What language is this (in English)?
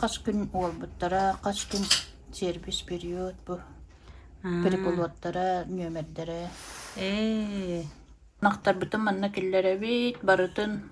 Yakut